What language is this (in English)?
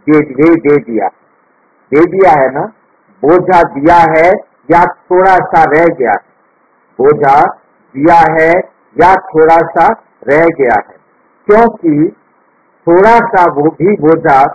Hindi